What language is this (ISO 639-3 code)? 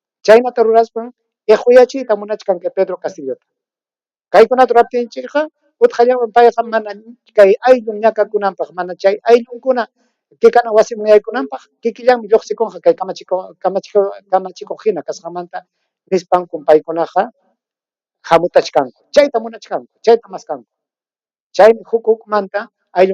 quy